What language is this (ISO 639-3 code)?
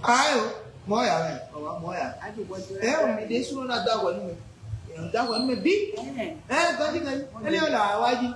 fon